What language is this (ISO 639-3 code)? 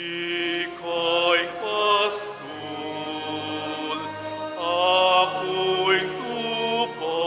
pam